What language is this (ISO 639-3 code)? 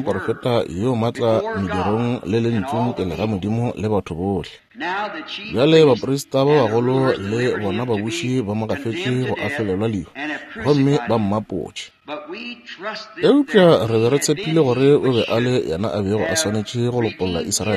nso